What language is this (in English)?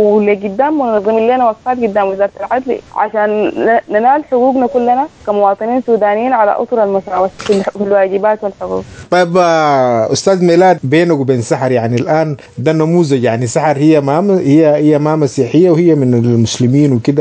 Sudanese Arabic